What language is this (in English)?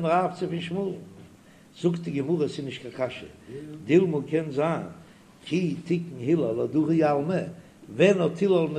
Yiddish